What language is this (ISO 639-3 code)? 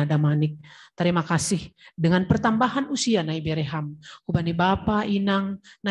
bts